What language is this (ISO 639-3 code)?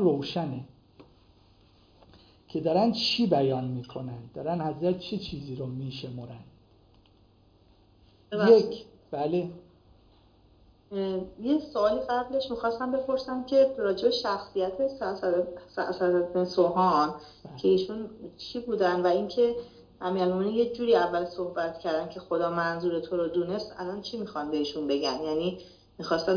fas